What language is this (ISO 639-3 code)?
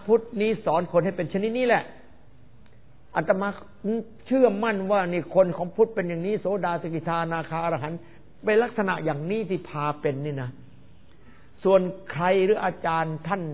tha